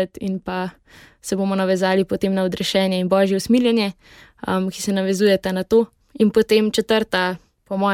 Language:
Slovenian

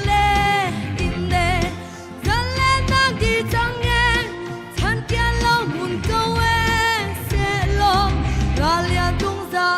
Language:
Hakha Chin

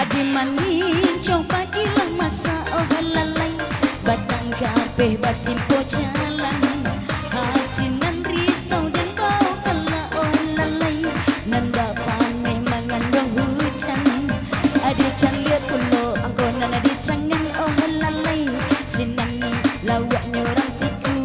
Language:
Minangkabau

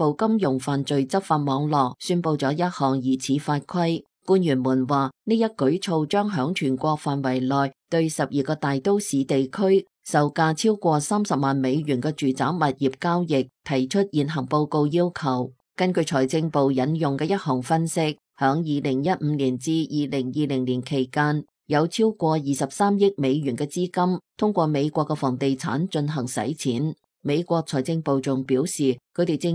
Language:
Cantonese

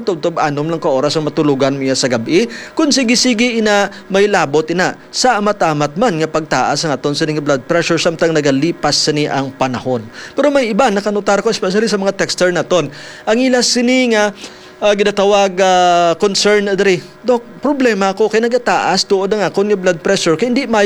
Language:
Hiligaynon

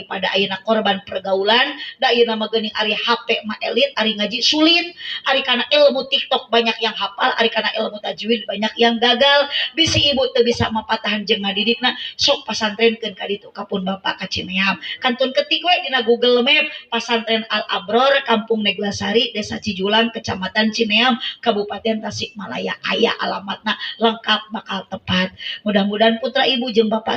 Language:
Sundanese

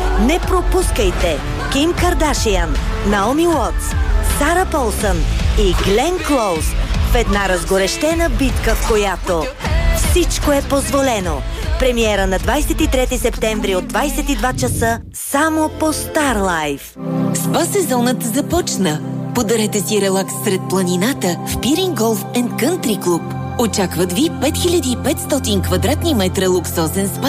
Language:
Bulgarian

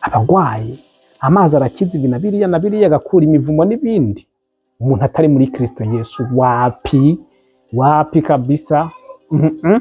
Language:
Rundi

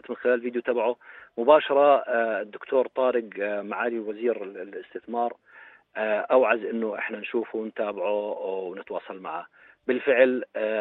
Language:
North Levantine Arabic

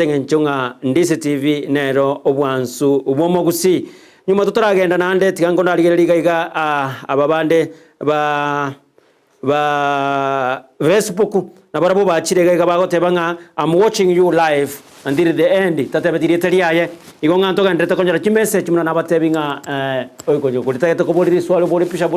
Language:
Gusii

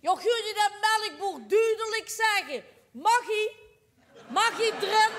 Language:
Limburgish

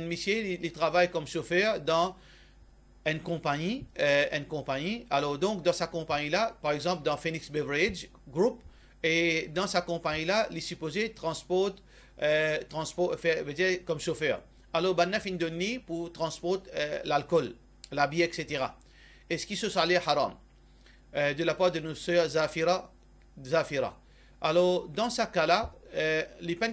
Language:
Morisyen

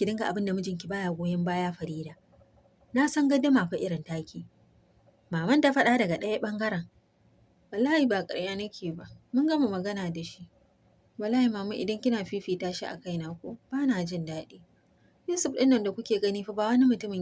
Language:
Hausa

